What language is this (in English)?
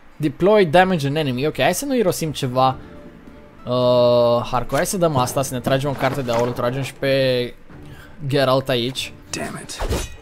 Romanian